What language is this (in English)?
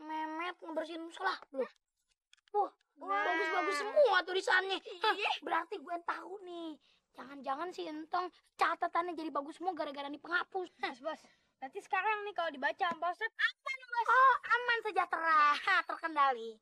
Betawi